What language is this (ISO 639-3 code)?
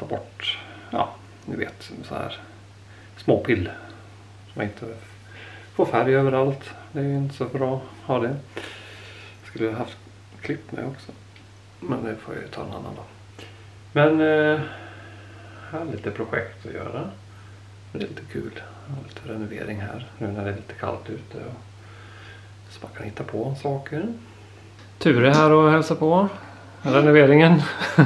swe